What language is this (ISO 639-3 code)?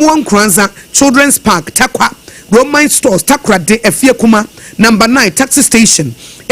aka